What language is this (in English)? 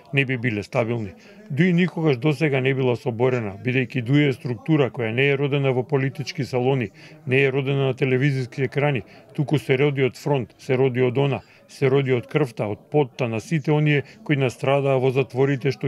Macedonian